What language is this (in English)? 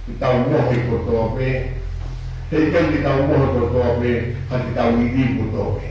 Tongan